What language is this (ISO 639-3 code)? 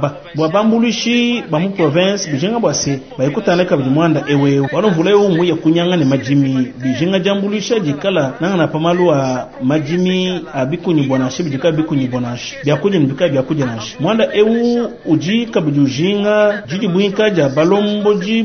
lua